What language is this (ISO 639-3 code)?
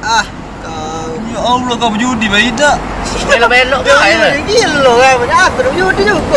mui